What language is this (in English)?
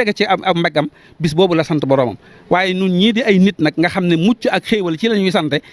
Wolof